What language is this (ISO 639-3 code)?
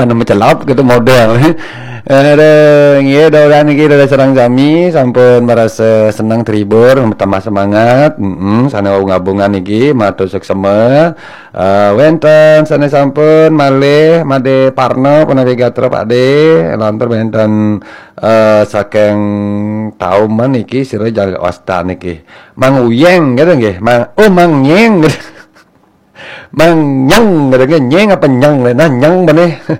ban